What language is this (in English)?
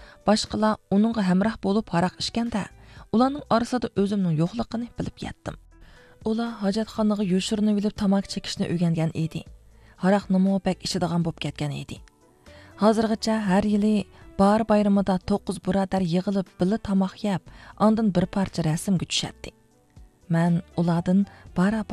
Uyghur